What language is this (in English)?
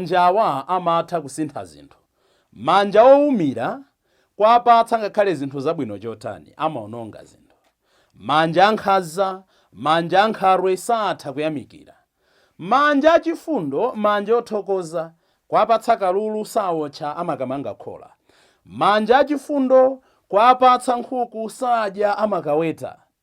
Nyanja